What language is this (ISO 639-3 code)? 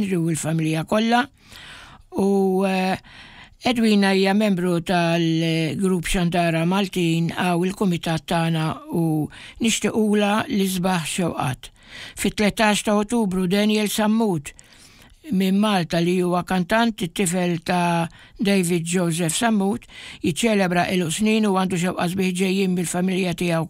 mlt